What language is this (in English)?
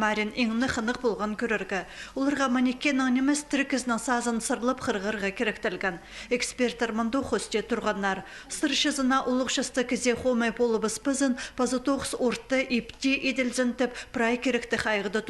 Khakas